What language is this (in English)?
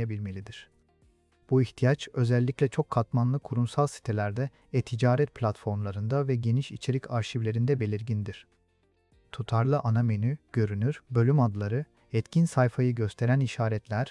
Turkish